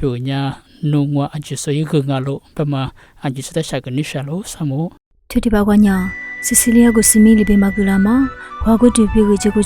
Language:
Lisu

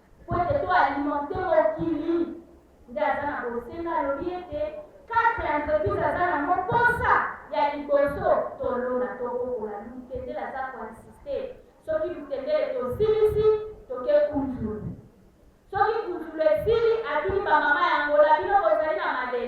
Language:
Lingala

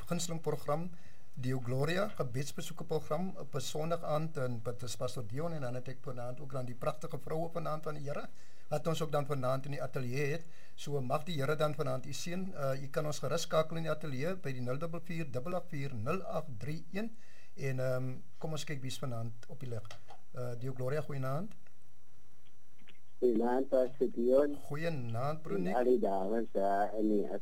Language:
Afrikaans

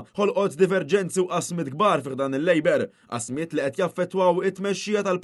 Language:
Maltese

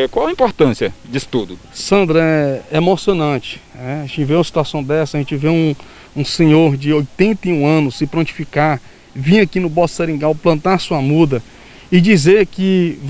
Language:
Portuguese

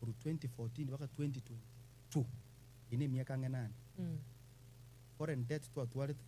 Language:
Gusii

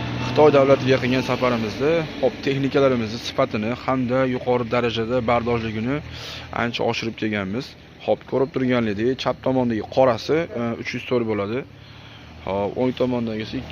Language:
Uzbek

